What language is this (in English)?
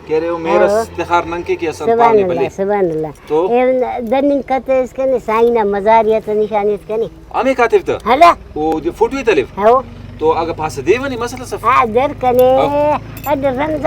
Brahui